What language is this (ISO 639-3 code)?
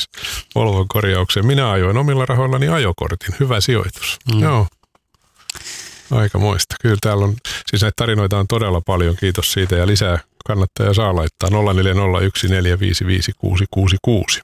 fin